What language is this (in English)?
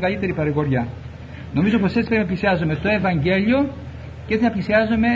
Greek